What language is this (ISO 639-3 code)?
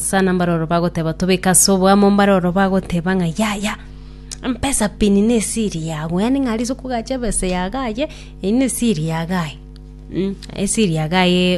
guz